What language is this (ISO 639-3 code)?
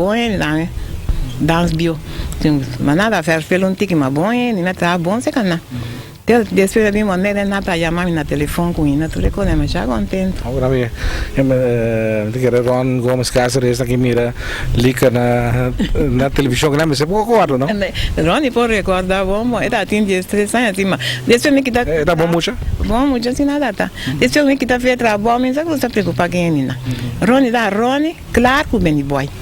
pap